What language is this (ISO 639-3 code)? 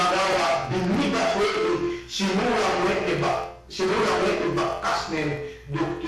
yka